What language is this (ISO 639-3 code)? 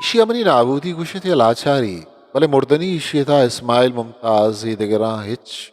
bgp